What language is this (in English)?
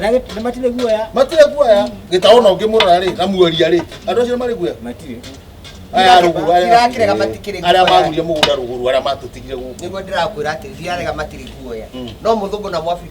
Kikuyu